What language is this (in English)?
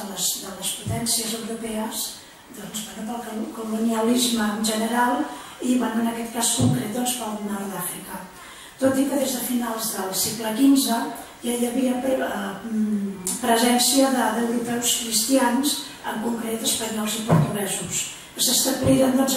Catalan